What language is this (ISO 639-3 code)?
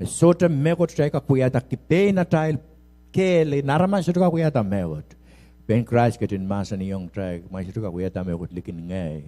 pon